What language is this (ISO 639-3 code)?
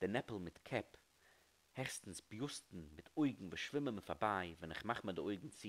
yid